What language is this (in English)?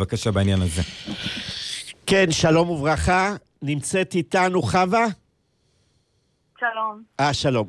Hebrew